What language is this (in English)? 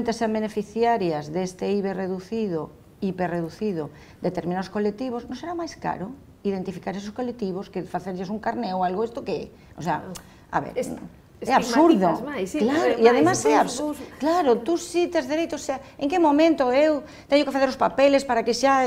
Galician